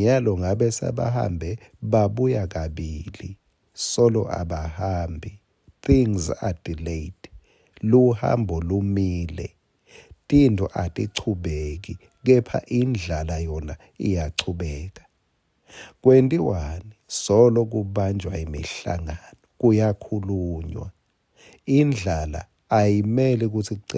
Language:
Swati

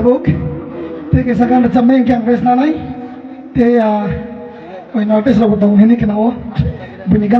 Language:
Kok Borok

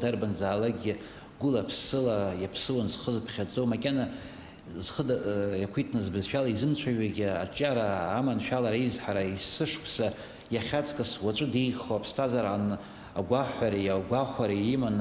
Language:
Abkhazian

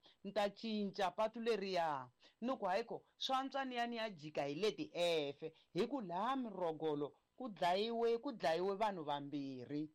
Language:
Tsonga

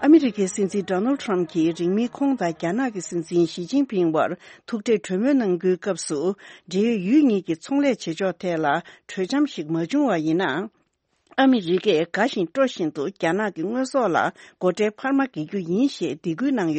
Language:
Tibetan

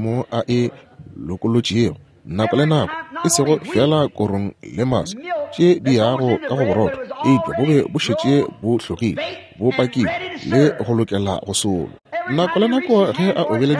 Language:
Northern Sotho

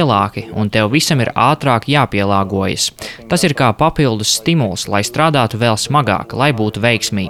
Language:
Latvian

